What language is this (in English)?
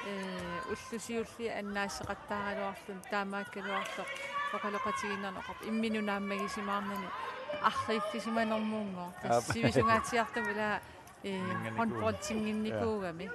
Kalaallisut